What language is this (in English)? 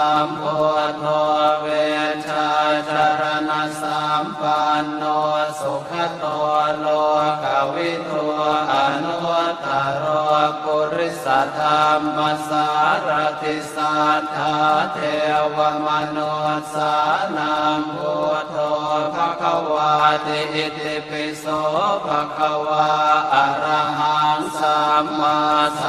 Pali